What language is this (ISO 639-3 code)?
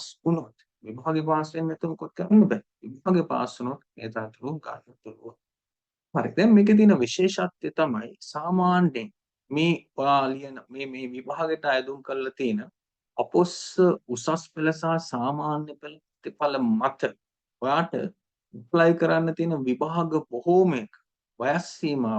sin